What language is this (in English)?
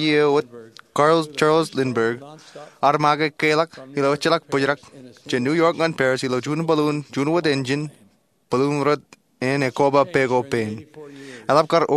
Marshallese